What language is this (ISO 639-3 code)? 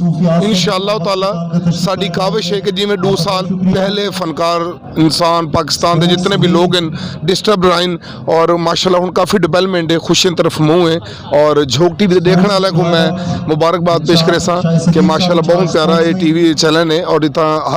skr